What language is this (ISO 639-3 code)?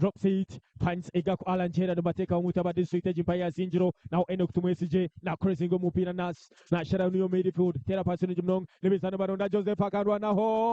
nyn